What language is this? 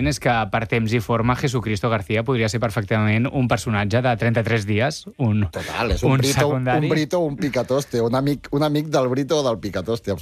Catalan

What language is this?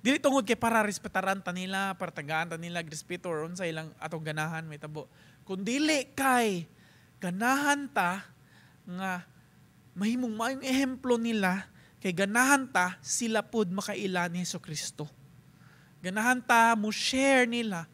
Cebuano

